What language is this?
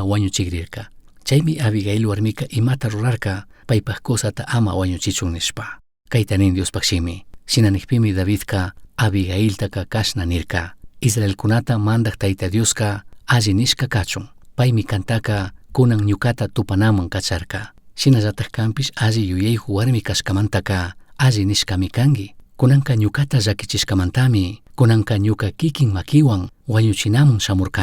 Chimborazo Highland Quichua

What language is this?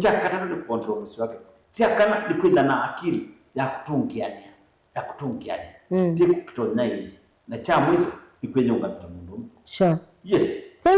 Kamba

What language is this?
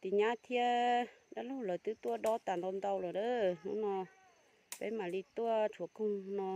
Hmong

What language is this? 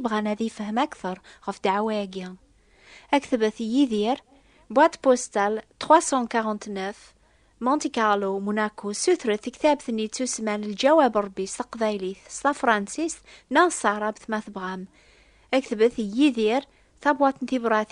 Kabyle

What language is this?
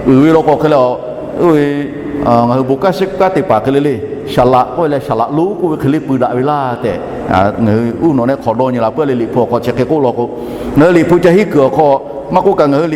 Lahu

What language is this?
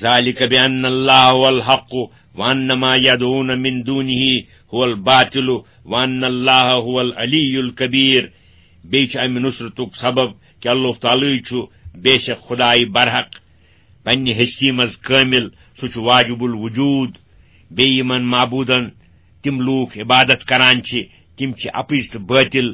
Kashmiri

